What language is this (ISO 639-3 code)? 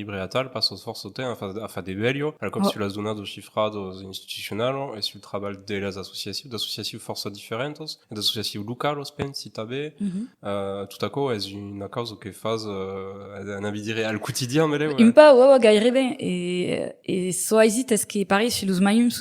oci